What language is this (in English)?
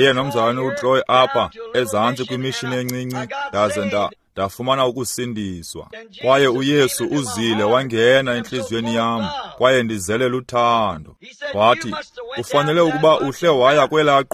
Xhosa